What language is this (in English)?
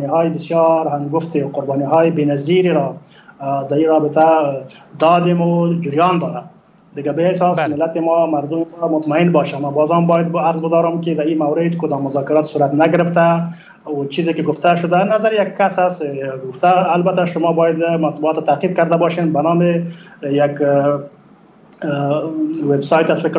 Persian